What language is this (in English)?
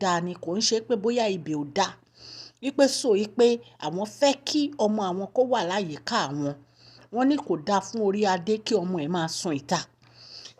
Yoruba